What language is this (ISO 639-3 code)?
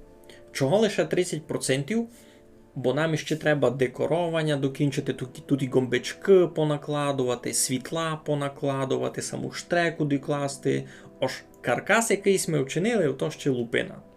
rue